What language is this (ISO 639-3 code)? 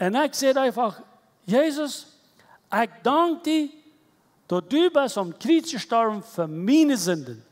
pdt